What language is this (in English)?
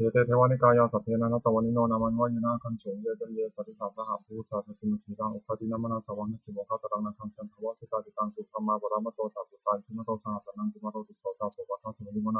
Pali